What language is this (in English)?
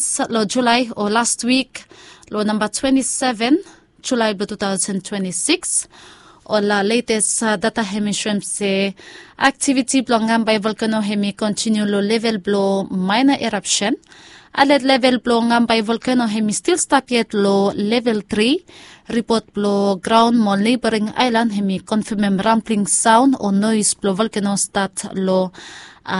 Bislama